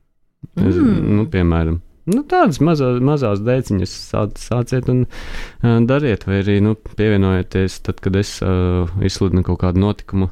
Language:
Latvian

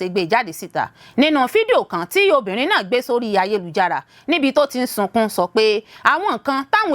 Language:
Yoruba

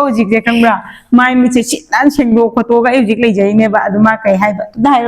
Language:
Manipuri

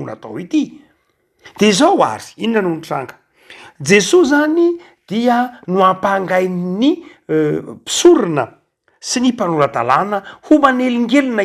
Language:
Malagasy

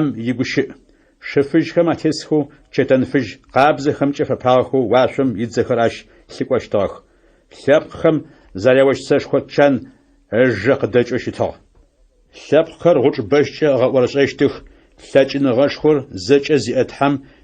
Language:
Adyghe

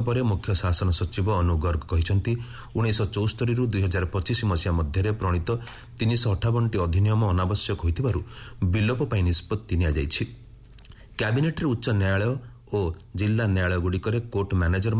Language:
Odia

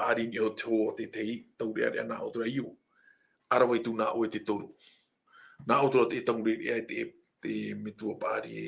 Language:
Tahitian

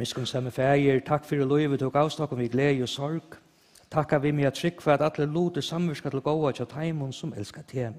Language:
Faroese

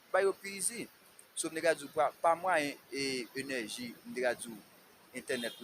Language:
Haitian Creole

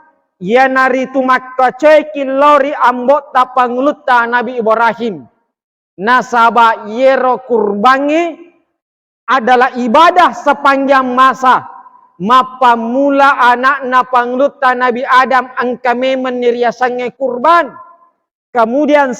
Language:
Buginese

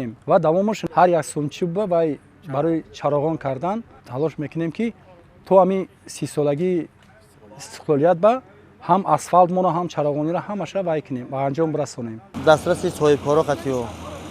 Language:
Tajik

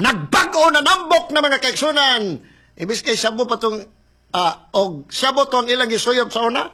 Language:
Cebuano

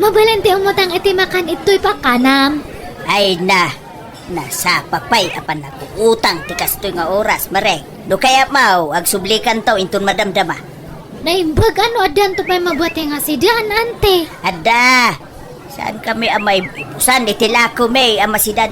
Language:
Iloko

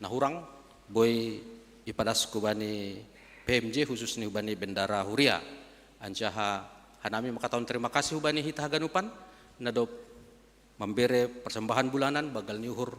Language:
Batak Simalungun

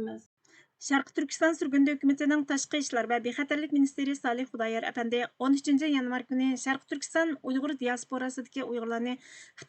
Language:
Uyghur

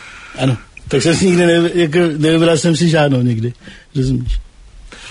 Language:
Czech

